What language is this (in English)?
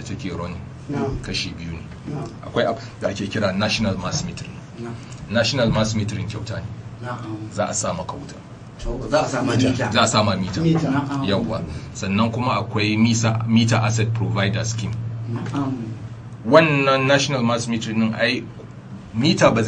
Hausa